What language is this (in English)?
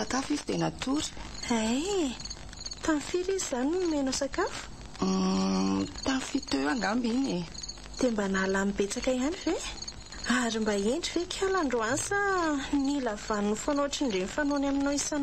Malagasy